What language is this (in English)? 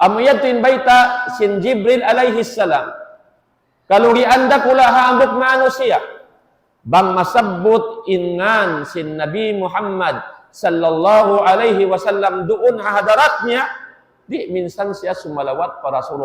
Tausug